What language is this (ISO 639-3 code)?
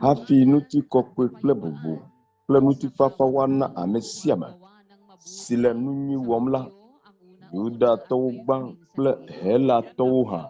ewe